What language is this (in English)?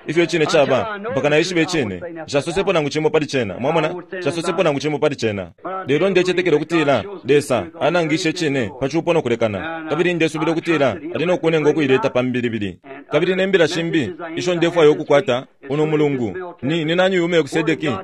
Bemba